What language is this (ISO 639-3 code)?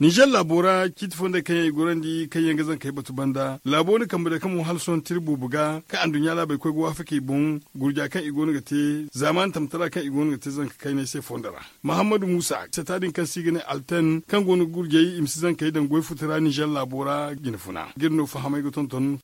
dje